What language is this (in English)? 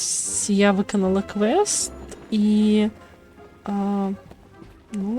Belarusian